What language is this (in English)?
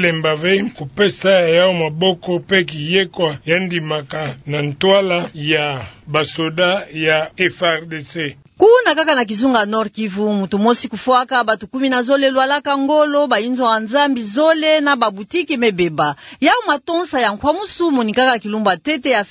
Kituba (Democratic Republic of Congo)